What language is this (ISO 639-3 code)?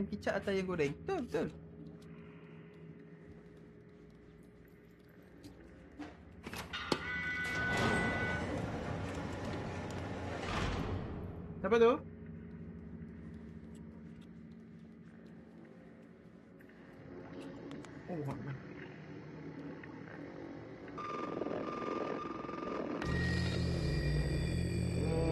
msa